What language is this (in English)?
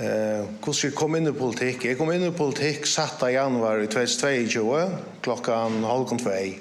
Faroese